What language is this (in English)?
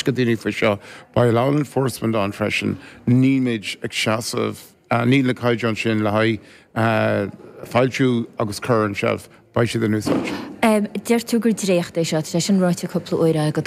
Irish